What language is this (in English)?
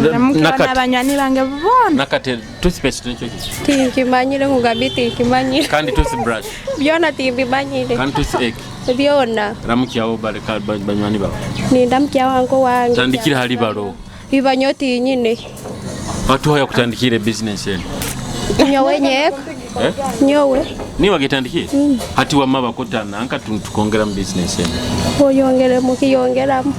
Nyoro